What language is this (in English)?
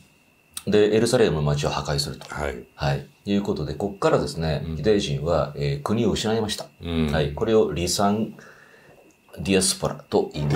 Japanese